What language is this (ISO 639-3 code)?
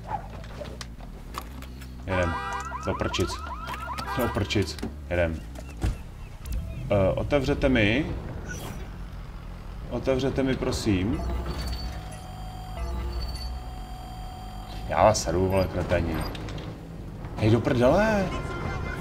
ces